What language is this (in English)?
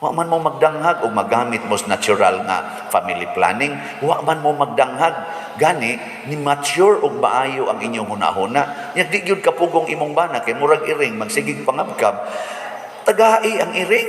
Cebuano